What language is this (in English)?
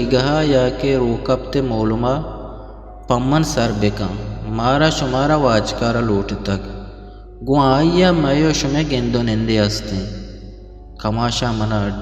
Eastern Balochi